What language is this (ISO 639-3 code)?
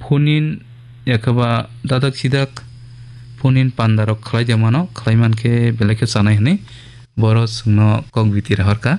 trp